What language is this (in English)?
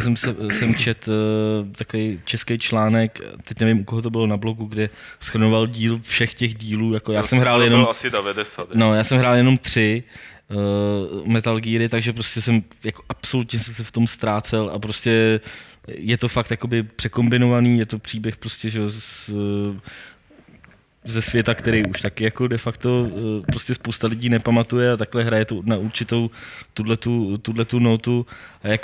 Czech